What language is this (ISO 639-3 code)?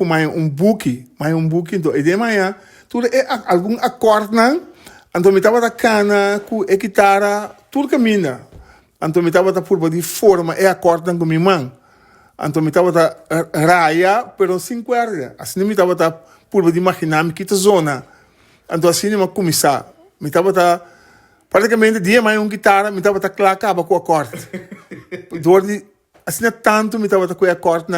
pap